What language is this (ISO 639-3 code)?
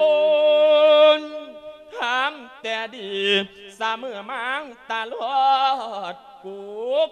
lao